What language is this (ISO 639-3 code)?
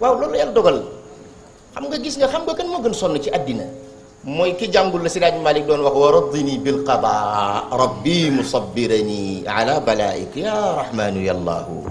wol